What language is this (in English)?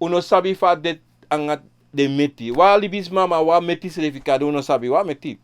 Sranan Tongo